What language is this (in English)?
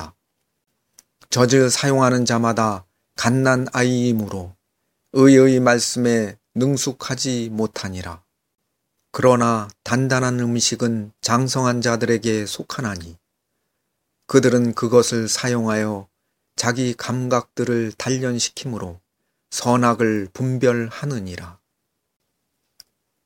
Korean